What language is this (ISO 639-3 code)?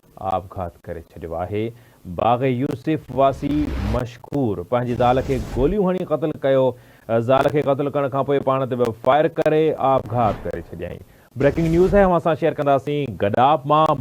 snd